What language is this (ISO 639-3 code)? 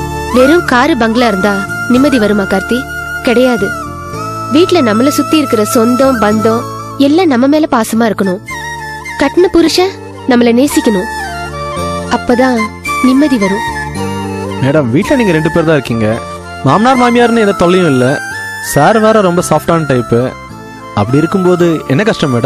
tam